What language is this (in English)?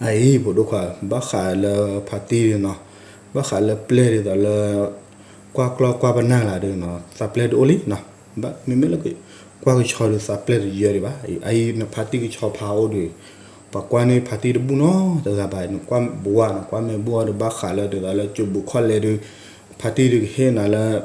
S'gaw Karen